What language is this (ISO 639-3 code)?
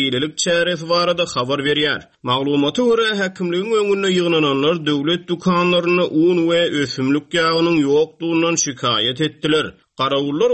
tuk